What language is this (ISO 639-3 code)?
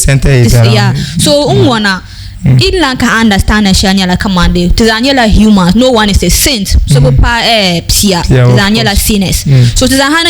dag